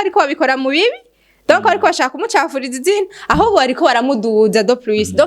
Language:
Rundi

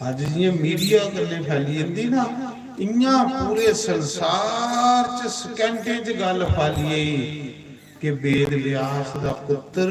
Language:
Dogri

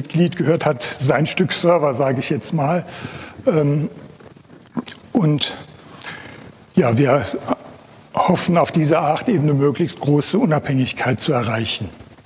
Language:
German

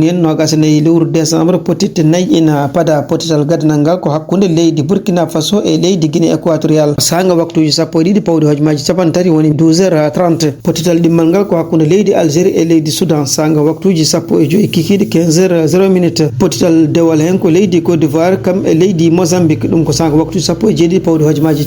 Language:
Fula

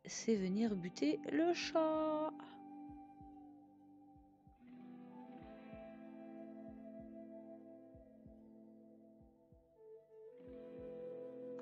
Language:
French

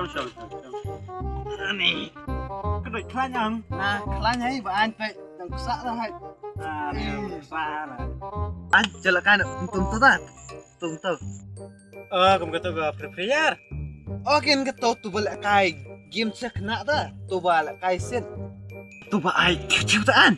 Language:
Khasi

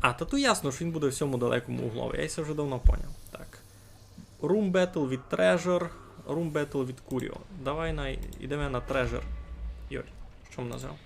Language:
Rusyn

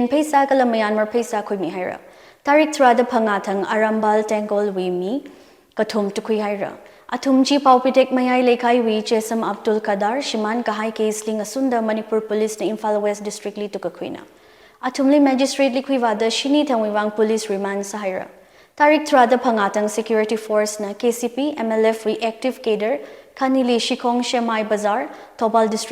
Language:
Tangkhul Naga (India)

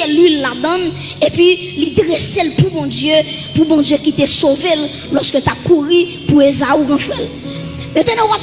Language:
Haitian Creole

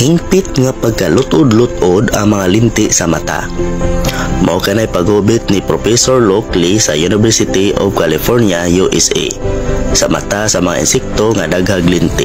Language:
Cebuano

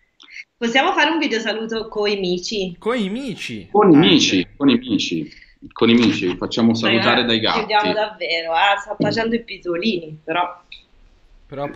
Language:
Italian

